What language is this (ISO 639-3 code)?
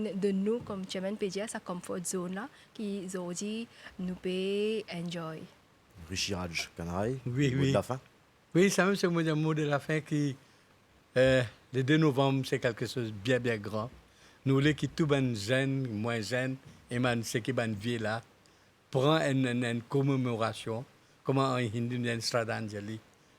mfe